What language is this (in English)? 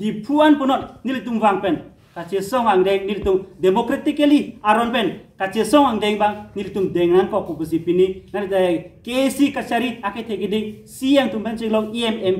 Karbi